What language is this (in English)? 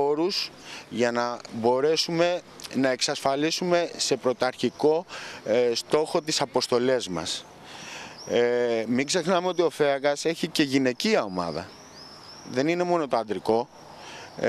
Greek